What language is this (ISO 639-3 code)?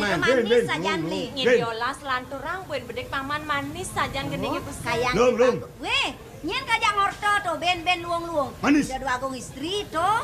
ban